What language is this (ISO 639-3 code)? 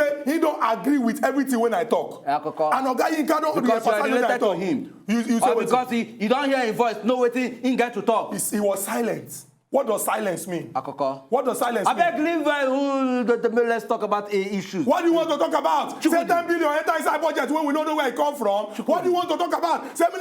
pcm